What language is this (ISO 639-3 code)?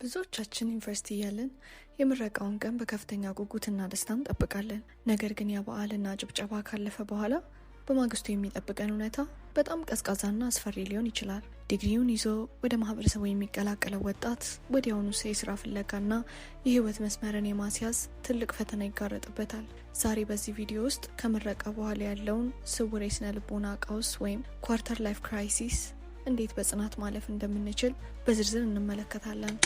amh